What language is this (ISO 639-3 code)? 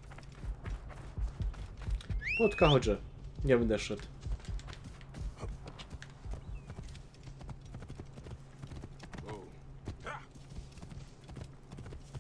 pol